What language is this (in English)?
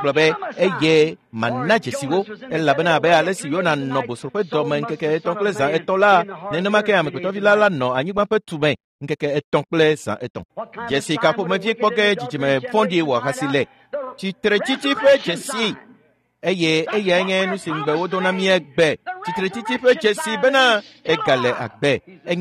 Ewe